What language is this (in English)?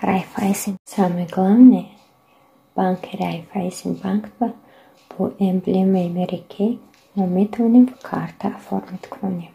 Tajik